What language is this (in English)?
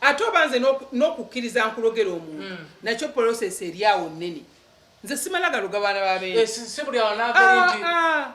Ganda